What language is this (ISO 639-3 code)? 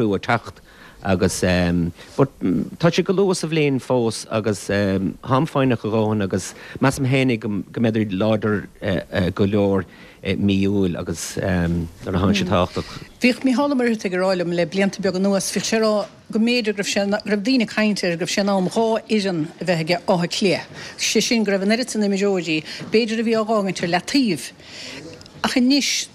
gle